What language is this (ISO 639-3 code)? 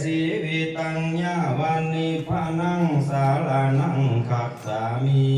pli